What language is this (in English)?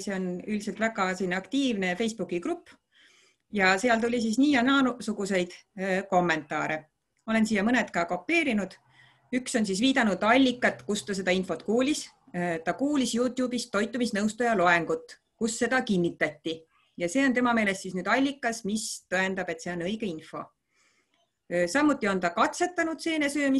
Estonian